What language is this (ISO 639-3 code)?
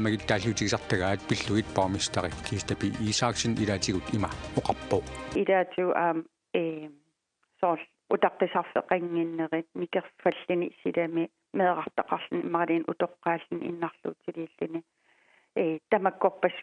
kal